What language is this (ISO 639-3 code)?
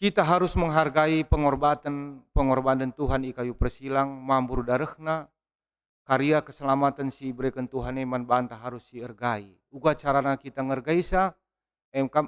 btx